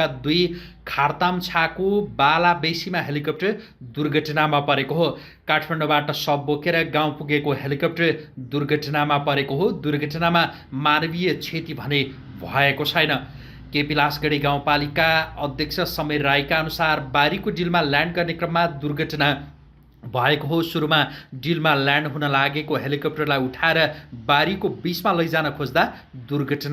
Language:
Nepali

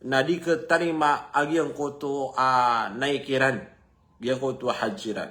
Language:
Maranao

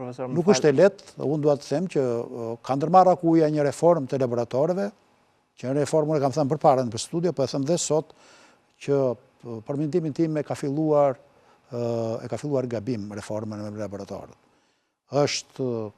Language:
Albanian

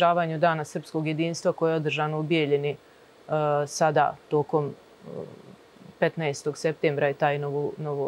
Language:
Serbian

